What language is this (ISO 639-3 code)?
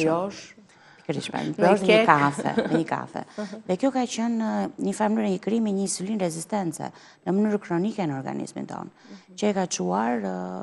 sqi